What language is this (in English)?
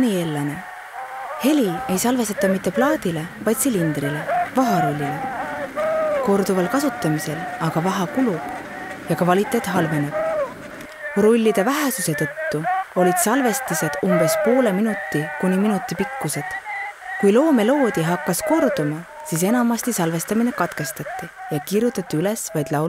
Estonian